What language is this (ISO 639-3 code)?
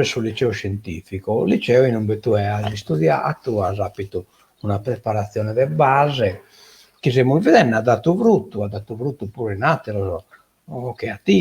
srd